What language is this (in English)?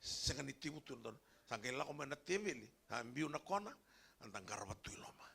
Fijian